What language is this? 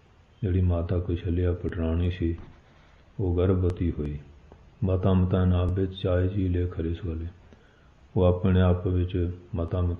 Punjabi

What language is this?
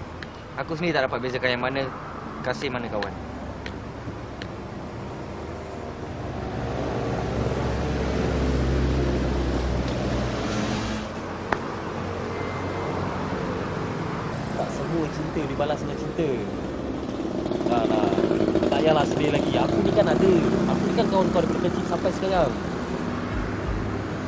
Malay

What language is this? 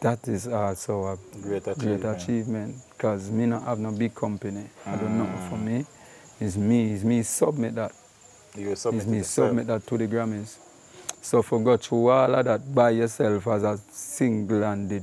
Jamaican Creole English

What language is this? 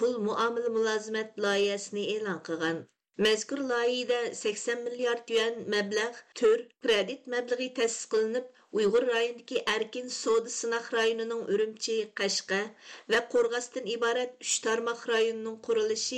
Uyghur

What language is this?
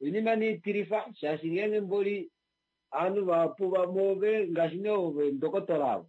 Kuanyama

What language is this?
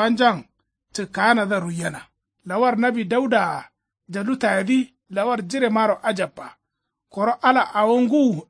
Kanuri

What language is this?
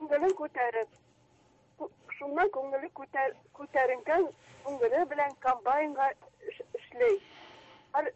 Tatar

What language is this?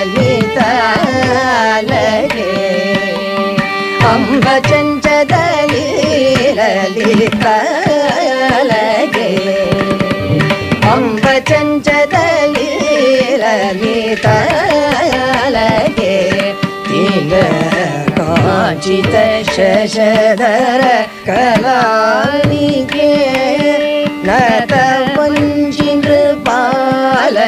Kannada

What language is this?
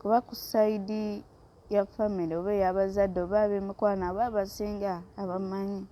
Ganda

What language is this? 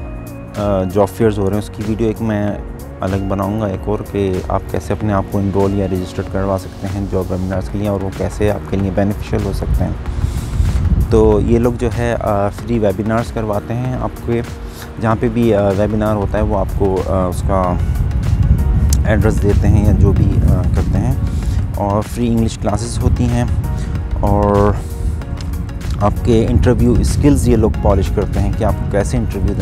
Hindi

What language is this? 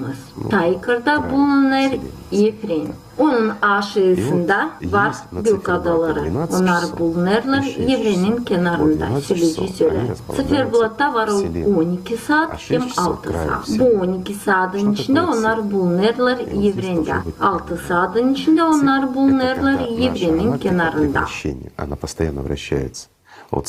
Gagauz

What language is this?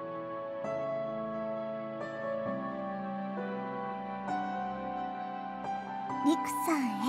Japanese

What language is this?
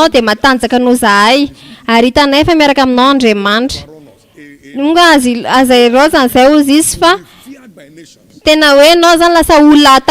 Malagasy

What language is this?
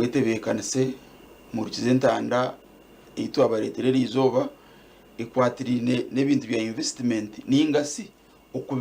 Nyankole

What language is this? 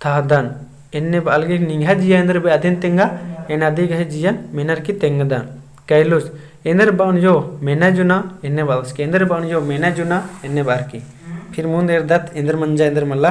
Kurukh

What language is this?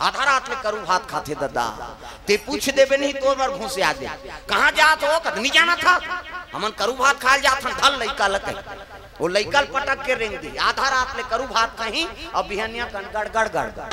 Chhattisgarhi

